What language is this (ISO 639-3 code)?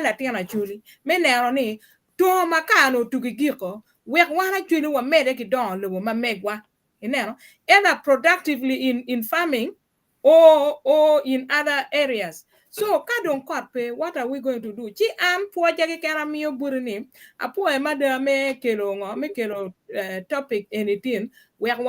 ach